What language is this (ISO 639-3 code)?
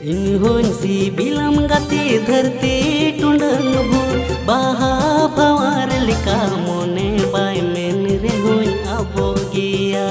sat